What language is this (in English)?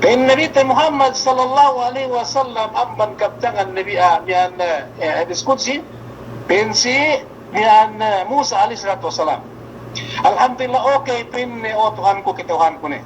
Yakan